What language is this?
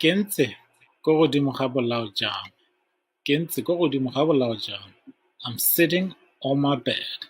Tswana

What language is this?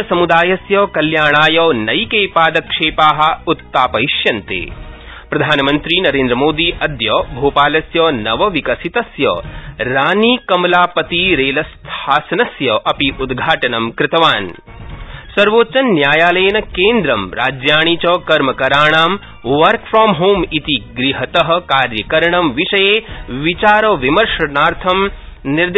Sanskrit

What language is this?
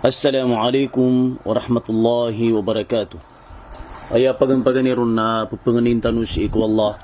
Maranao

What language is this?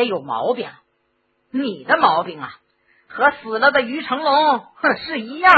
Chinese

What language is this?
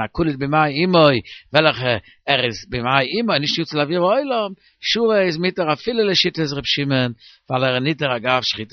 Yiddish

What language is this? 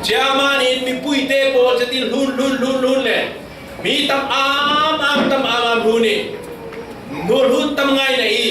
Falam Chin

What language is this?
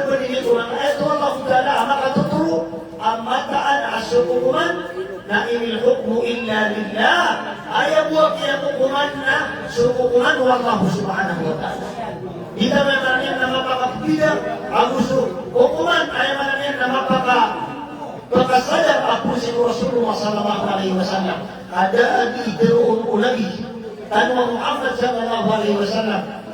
Maranao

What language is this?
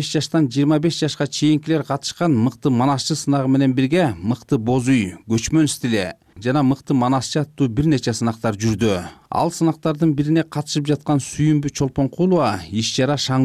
Kyrgyz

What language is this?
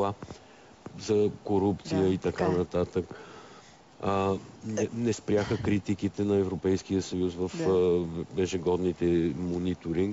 Bulgarian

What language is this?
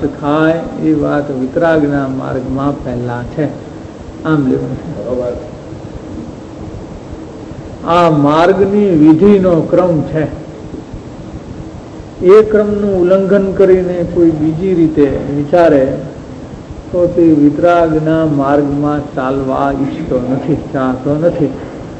Gujarati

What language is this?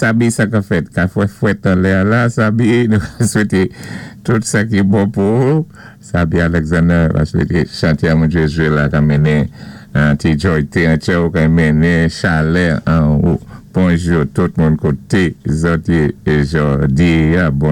Saint Lucian Creole French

